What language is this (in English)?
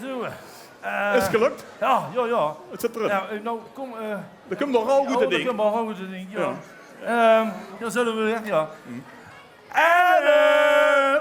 Limburgish